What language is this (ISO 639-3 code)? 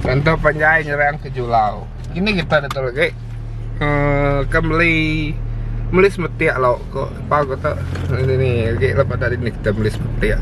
iba